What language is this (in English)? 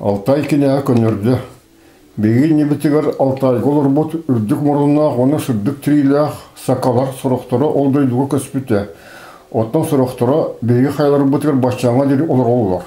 Yakut